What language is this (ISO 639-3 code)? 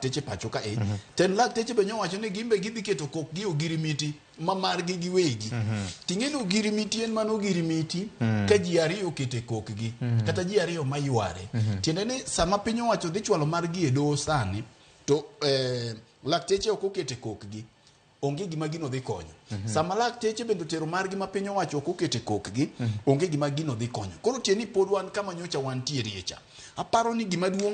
luo